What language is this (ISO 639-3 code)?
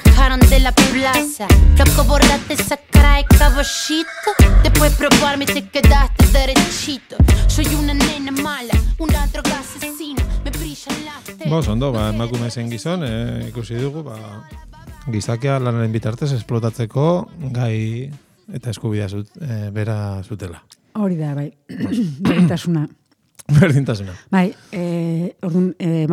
eus